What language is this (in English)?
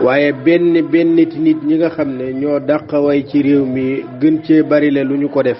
Wolof